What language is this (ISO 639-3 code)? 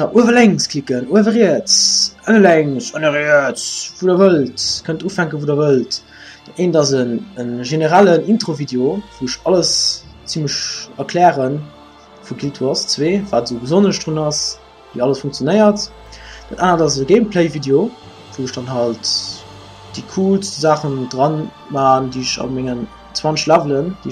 ltz